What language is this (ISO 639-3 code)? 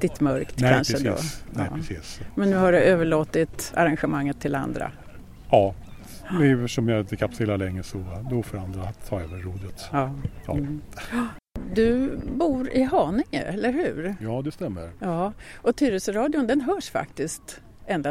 swe